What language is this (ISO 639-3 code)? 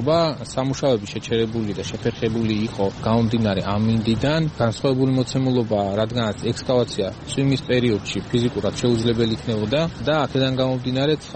kat